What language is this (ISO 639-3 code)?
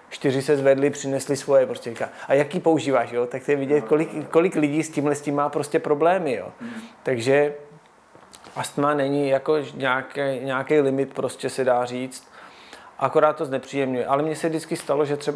ces